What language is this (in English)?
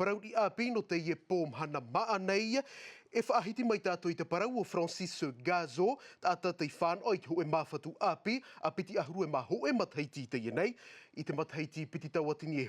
Tahitian